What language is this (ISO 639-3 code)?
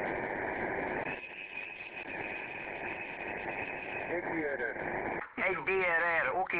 hun